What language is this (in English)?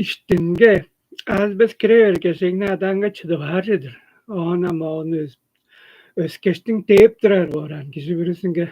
Tuvinian